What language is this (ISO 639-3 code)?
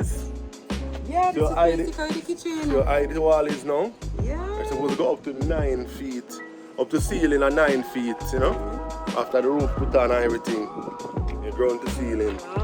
jam